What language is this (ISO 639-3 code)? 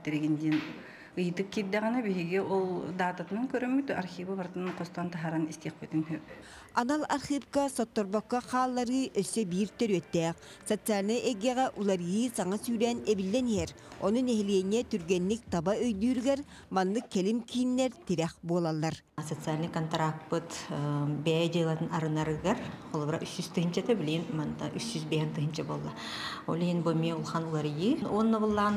sah